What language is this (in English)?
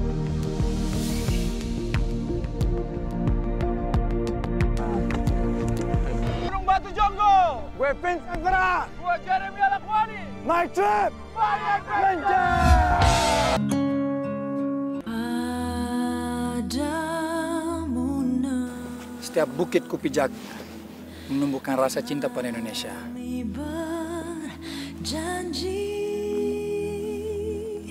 Indonesian